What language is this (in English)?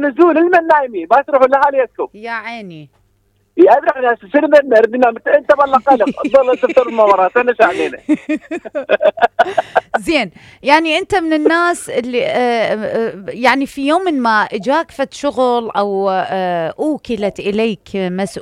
Mesopotamian Arabic